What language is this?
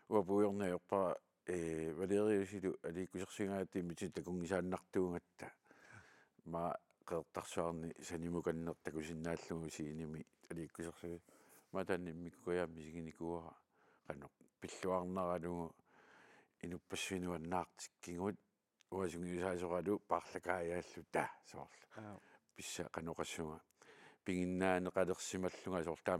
Kalaallisut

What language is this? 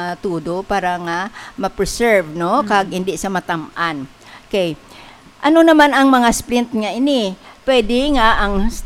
Hiligaynon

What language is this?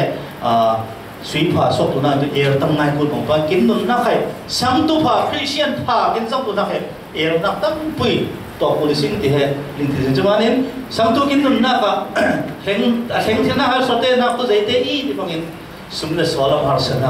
Falam Chin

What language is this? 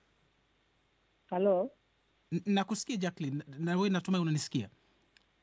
Swahili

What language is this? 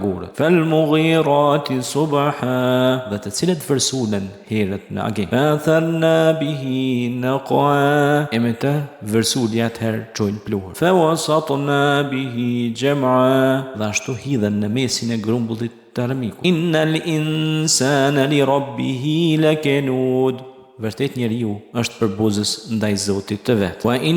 Albanian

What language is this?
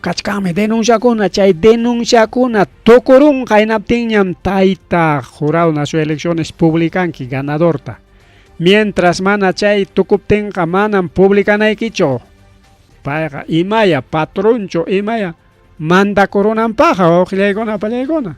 Ayacucho Quechua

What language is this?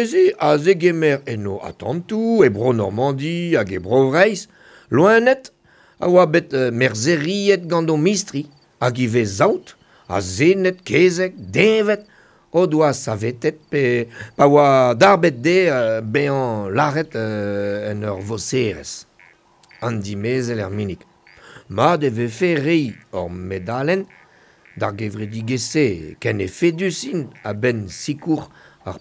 Breton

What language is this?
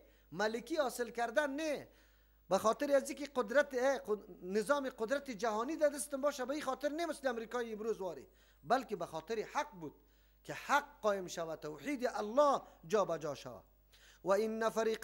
Persian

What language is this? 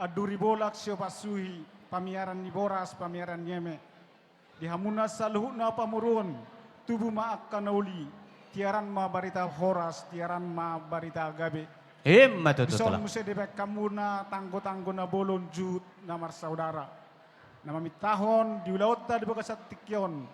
Batak Toba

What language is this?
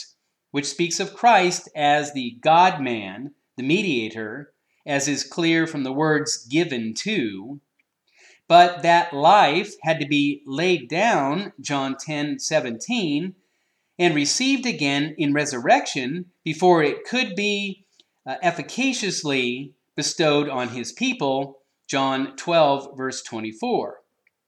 English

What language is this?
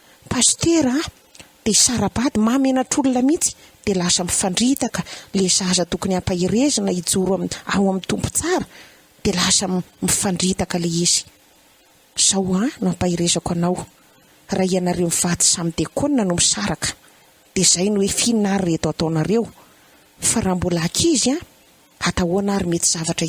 Malagasy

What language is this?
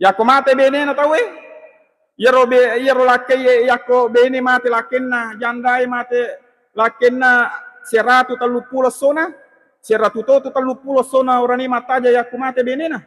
Buginese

